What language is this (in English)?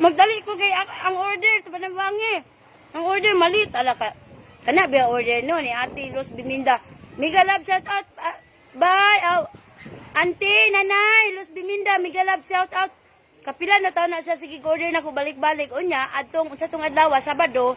Cebuano